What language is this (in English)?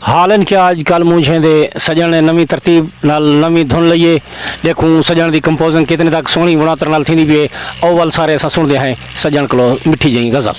Saraiki